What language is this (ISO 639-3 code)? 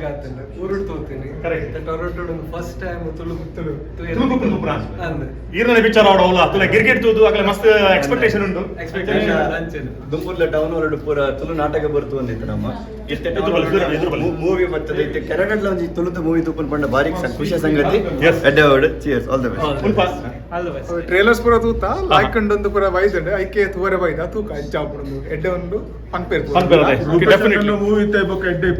tcy